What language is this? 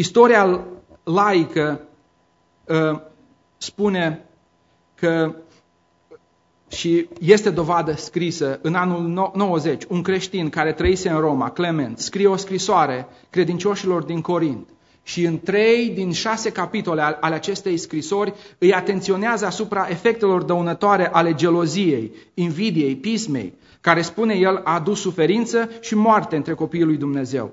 Romanian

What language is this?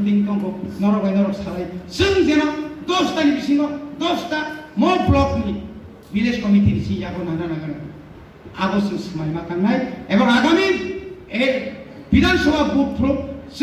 Kok Borok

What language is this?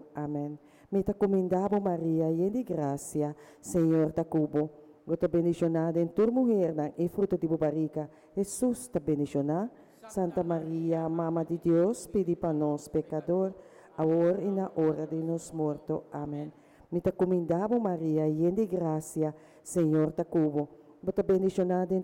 Papiamento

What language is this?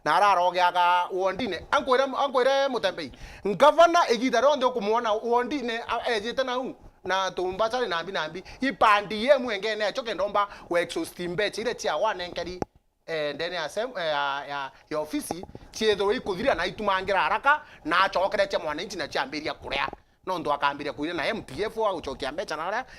Meru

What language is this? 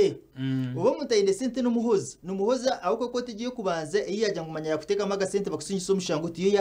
Nyankole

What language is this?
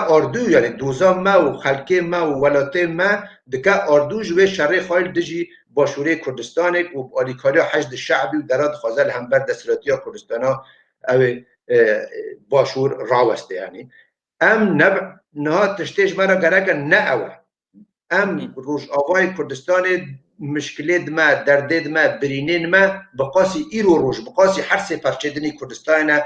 Kurdish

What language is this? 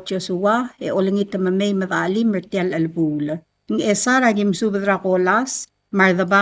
Palauan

